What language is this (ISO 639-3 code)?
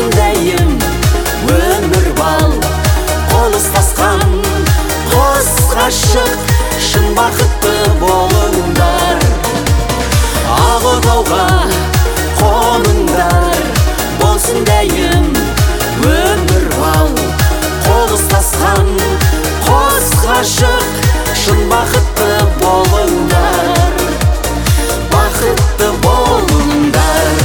kaz